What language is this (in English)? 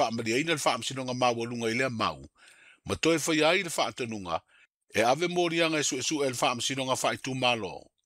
Samoan